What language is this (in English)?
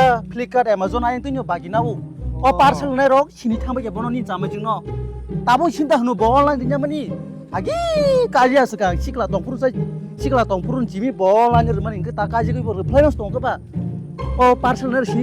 Kok Borok